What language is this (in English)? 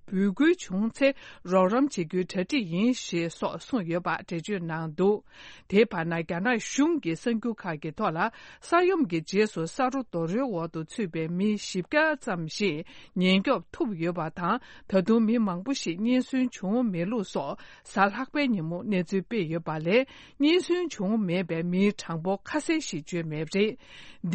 Tibetan